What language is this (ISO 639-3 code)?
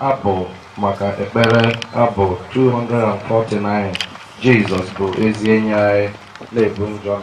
ibo